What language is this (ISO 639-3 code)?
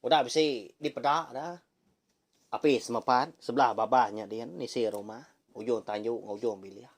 iba